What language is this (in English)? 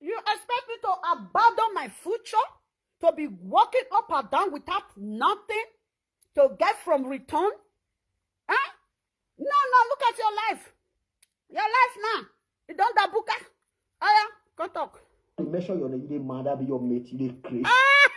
Nigerian Pidgin